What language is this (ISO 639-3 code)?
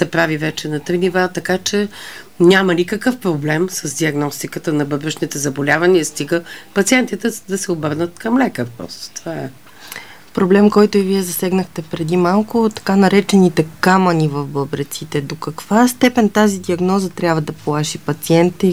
bul